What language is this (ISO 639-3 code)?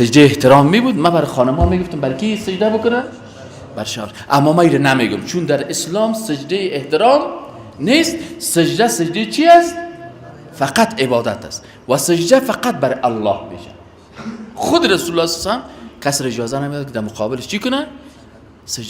fas